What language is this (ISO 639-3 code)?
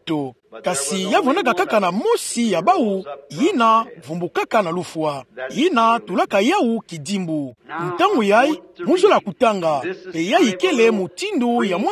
ktu